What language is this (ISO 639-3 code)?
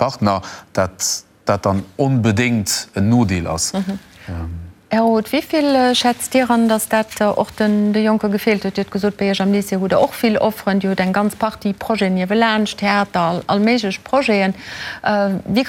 ltz